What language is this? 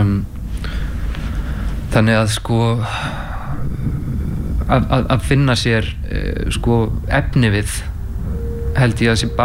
Icelandic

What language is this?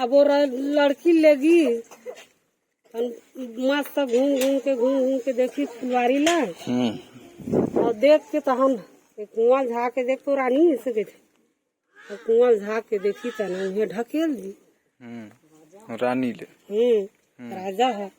Chhattisgarhi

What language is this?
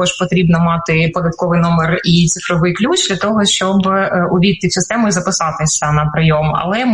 Ukrainian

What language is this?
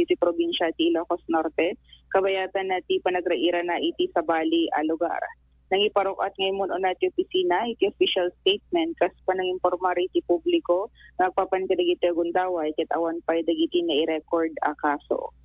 Iloko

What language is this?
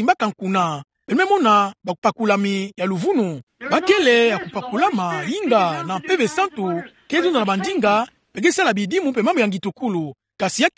Kituba (Democratic Republic of Congo)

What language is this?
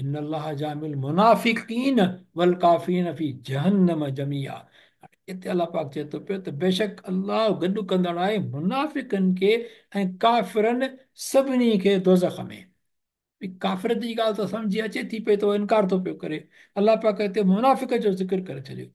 Sindhi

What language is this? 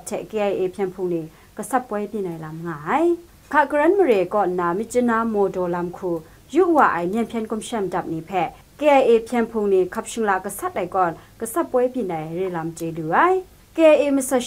Kachin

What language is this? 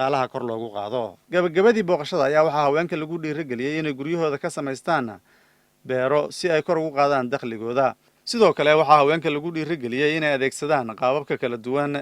Somali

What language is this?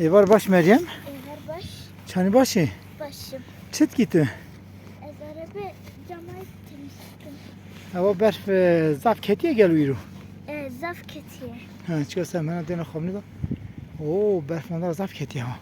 Kurdish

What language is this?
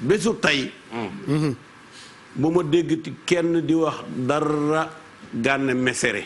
Wolof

